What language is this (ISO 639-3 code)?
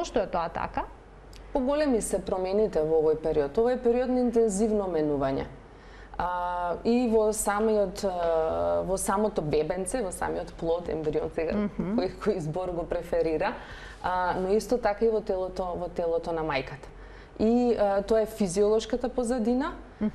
mkd